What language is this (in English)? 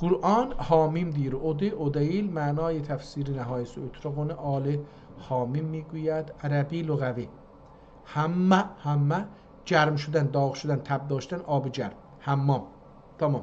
South Azerbaijani